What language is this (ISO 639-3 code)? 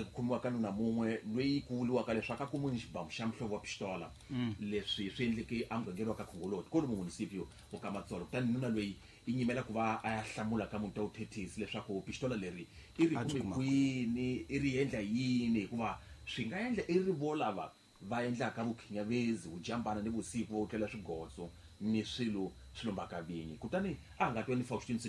tso